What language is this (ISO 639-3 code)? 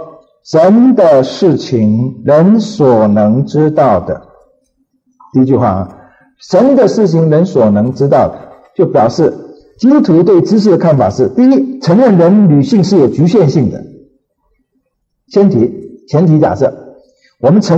zho